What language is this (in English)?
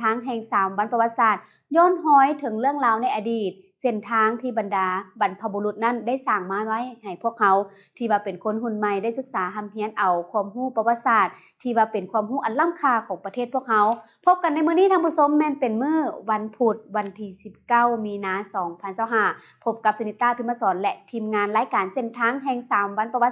Lao